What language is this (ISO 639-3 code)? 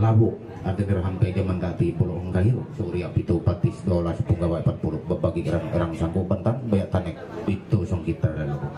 mhy